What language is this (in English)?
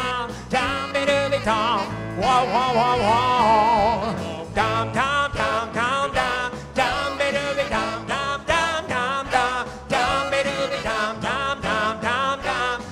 English